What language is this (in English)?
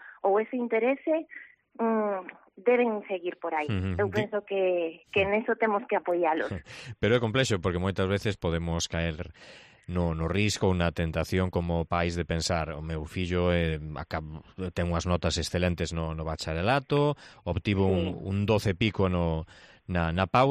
Galician